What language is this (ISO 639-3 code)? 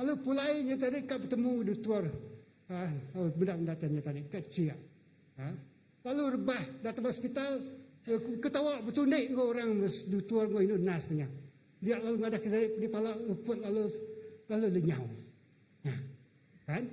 iba